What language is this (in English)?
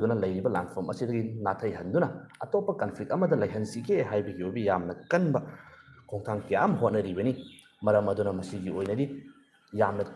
Manipuri